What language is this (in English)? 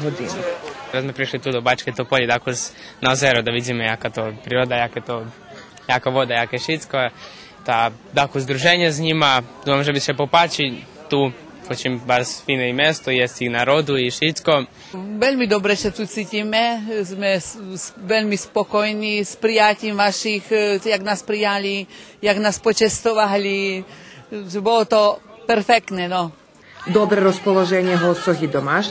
Rusyn